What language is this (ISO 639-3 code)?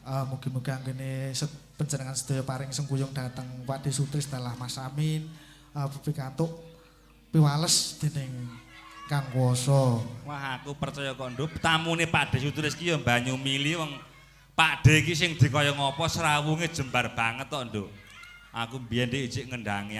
jav